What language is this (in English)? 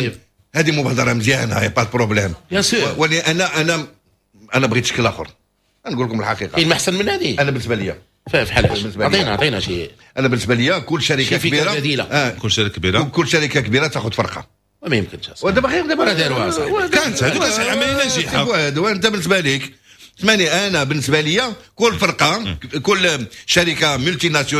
Moroccan Arabic